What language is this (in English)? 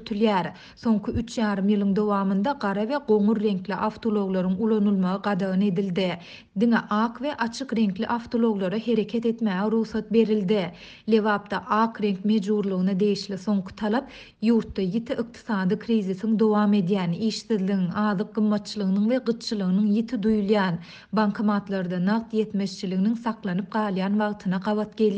Turkmen